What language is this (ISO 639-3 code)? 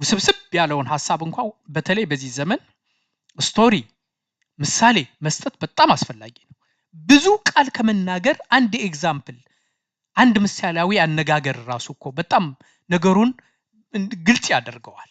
amh